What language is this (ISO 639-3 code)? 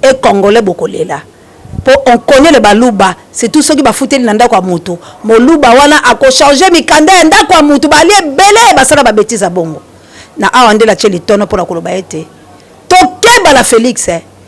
lin